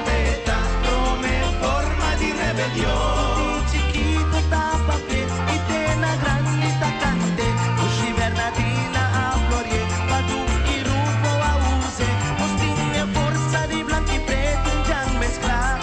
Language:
Papiamento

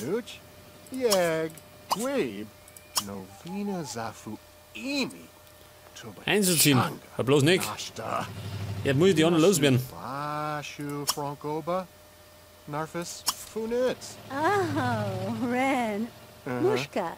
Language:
Bavarian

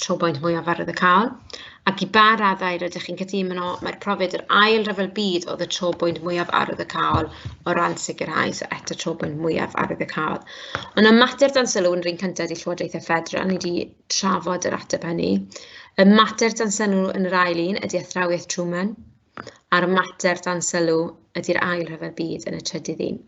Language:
Welsh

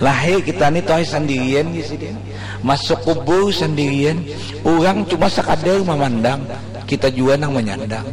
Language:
Banjar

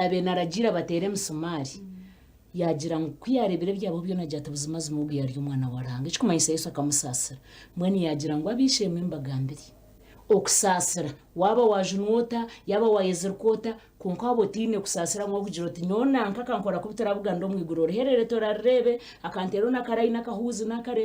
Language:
Nyankole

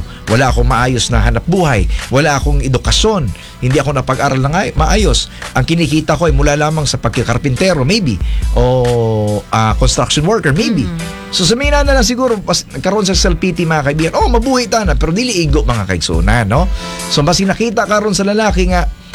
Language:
Cebuano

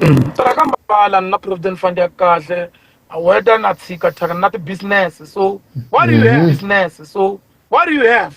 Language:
Tsonga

